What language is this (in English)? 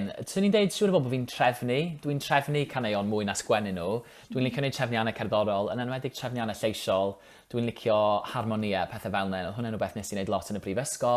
Welsh